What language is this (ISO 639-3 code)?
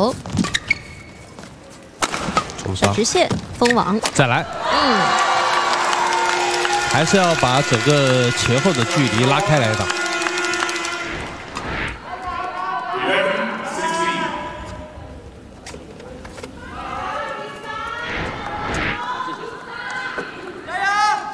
zho